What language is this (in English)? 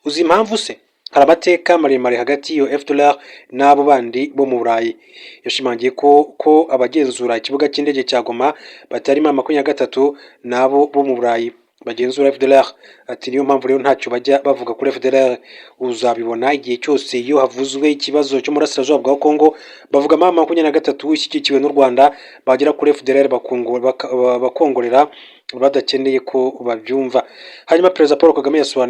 Kinyarwanda